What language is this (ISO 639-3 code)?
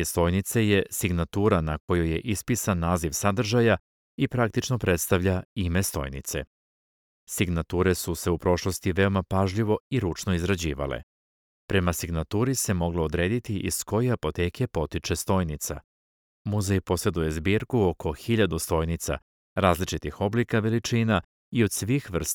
srp